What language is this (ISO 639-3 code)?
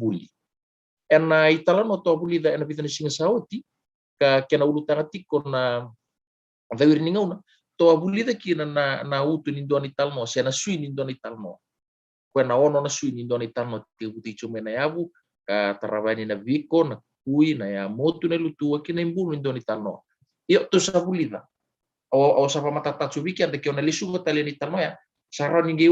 fij